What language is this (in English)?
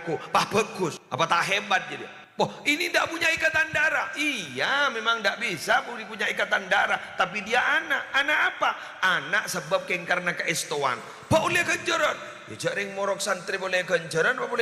Madurese